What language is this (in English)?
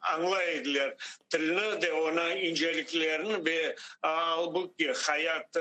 Crimean Tatar